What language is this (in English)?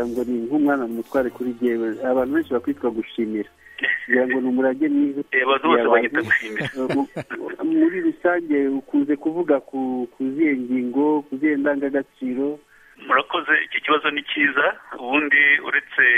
Kinyarwanda